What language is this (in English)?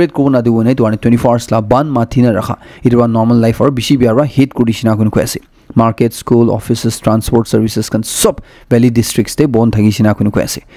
Naga Pidgin